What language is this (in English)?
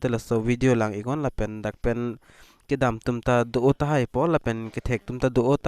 Karbi